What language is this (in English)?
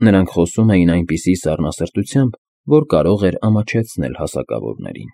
Armenian